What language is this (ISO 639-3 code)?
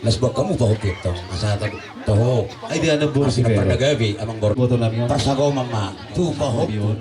bbc